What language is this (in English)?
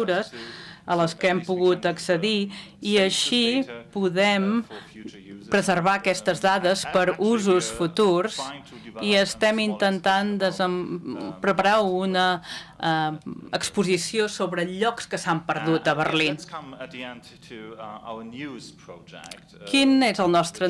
Catalan